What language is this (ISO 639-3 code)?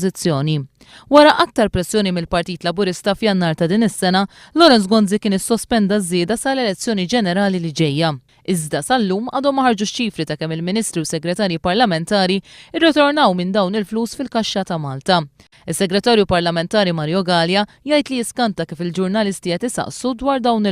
mlt